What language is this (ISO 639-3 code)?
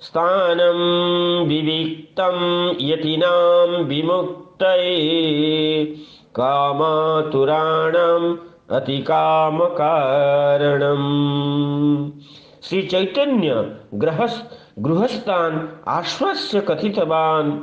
san